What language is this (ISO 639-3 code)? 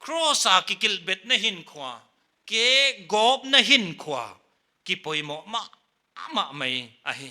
pck